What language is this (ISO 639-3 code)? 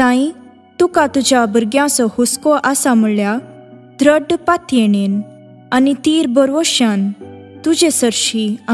kok